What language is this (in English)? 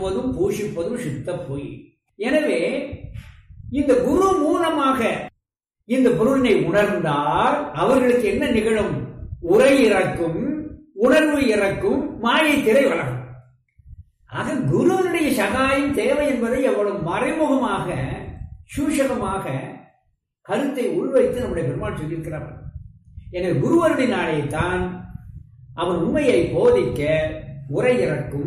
Tamil